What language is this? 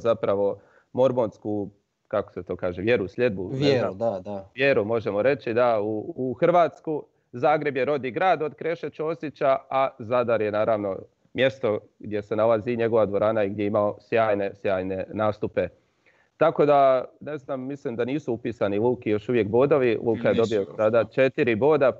Croatian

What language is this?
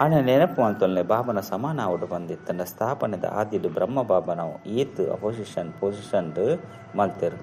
Tulu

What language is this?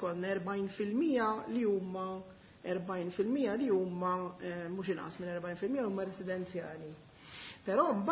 Maltese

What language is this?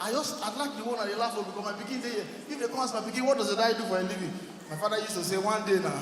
Nigerian Pidgin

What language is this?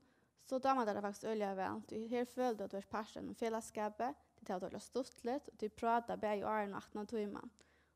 Faroese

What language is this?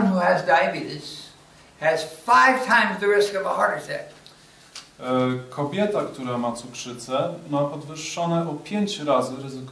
Polish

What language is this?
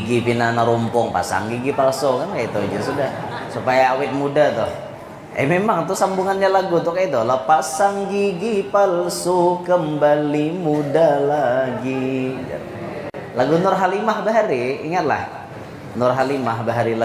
Banjar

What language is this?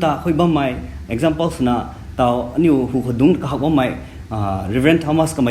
Rongmei Naga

